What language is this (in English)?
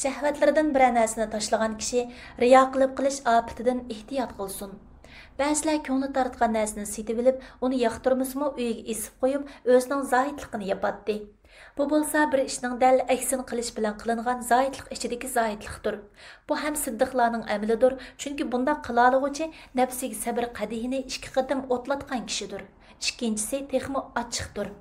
Uyghur